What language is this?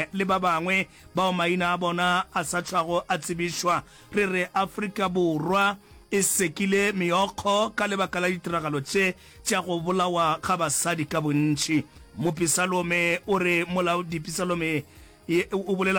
Northern Sotho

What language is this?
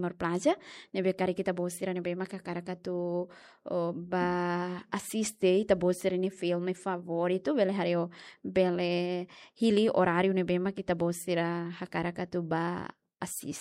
Tetum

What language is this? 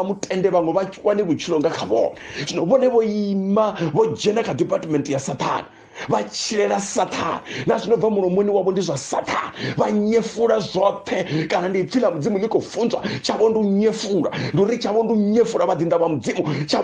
Venda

